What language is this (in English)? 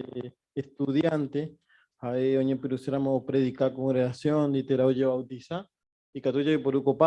Guarani